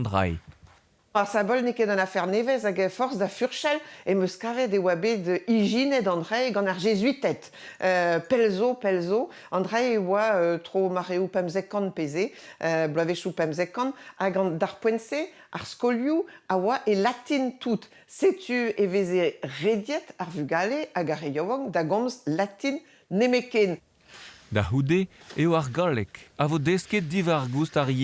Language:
Breton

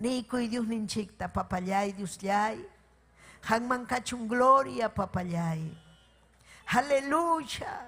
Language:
Ayacucho Quechua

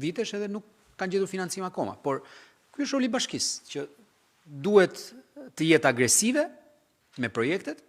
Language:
Albanian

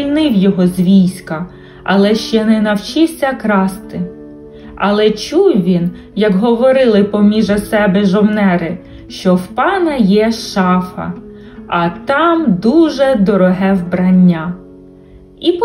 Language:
Ukrainian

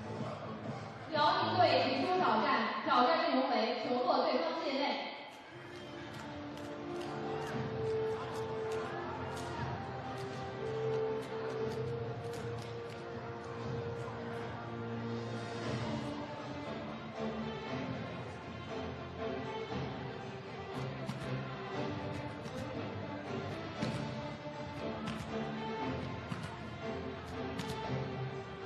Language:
Chinese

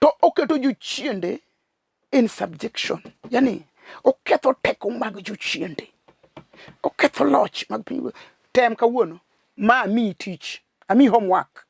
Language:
Luo (Kenya and Tanzania)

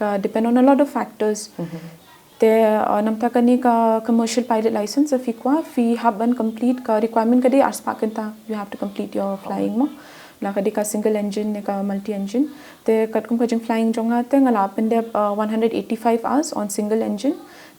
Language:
Khasi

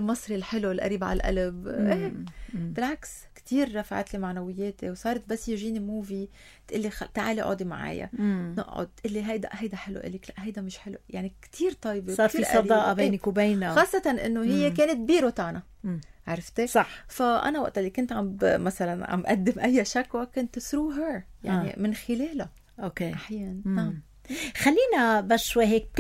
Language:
North Levantine Arabic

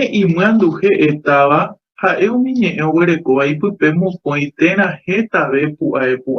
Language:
Guarani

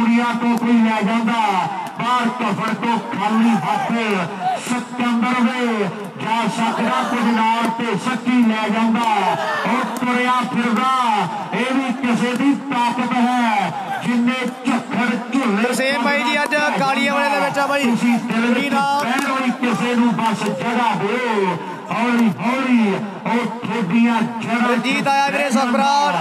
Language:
Punjabi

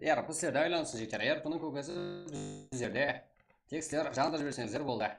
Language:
Kara-Kalpak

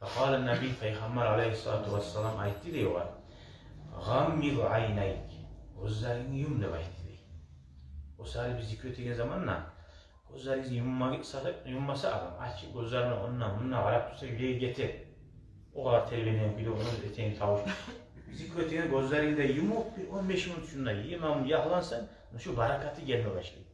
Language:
Kumyk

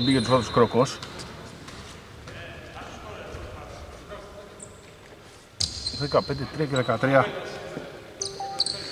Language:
Greek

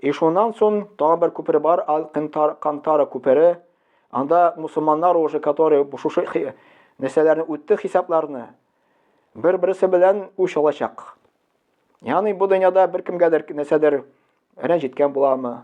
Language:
Tatar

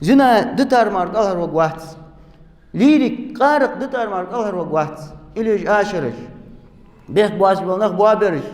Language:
Ingush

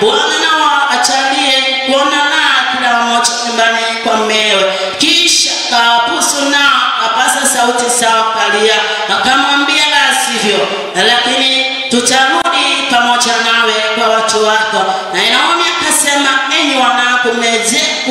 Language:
Swahili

